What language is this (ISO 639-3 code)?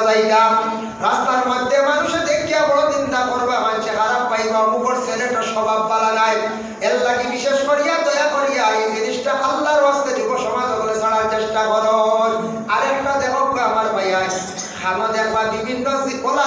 syl